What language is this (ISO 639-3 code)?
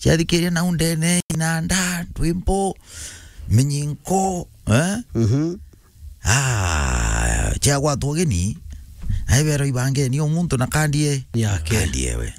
mer